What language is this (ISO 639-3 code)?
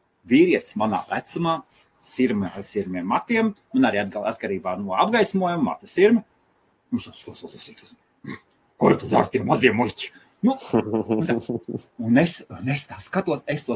lav